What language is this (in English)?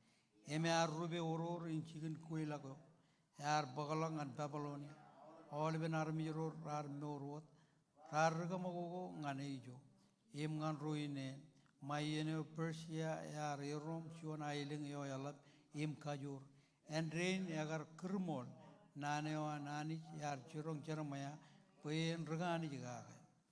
Marshallese